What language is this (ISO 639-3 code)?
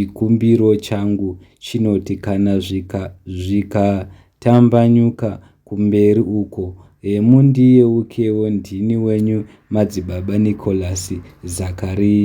sna